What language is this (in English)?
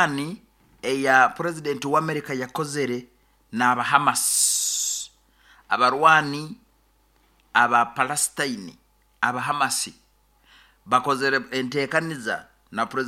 Nyoro